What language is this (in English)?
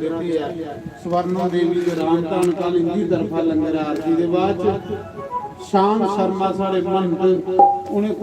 Dogri